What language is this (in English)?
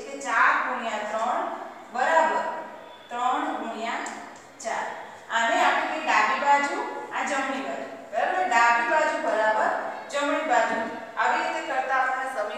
Gujarati